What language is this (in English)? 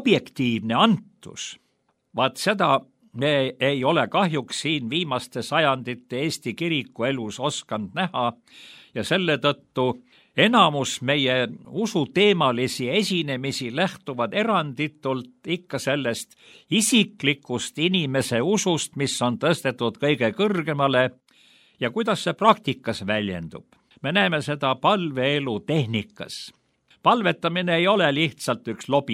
Estonian